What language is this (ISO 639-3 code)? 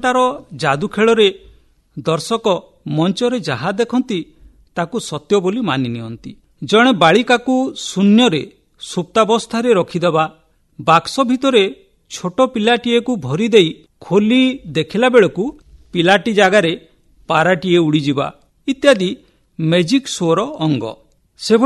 ori